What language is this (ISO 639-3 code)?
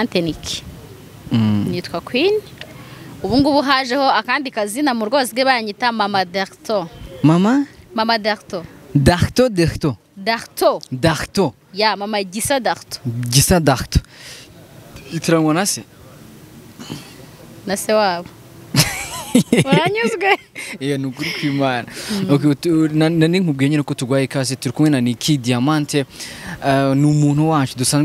kin